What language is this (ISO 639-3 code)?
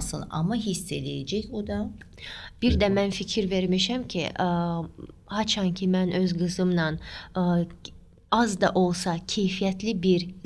aze